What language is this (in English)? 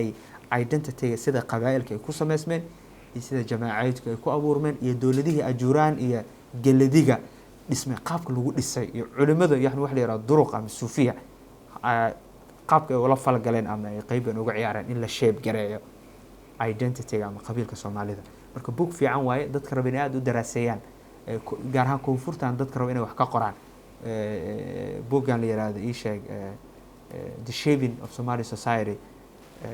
Somali